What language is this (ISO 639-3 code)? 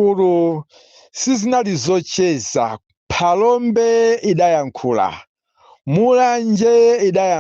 nya